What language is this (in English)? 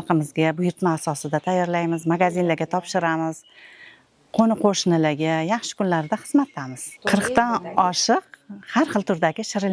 Uzbek